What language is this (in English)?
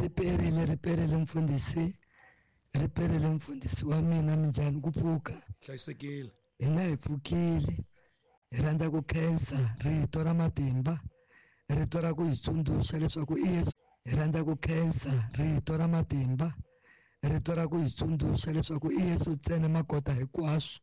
Tsonga